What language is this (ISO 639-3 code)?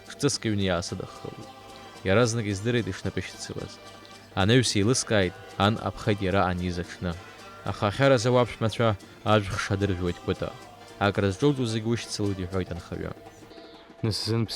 abk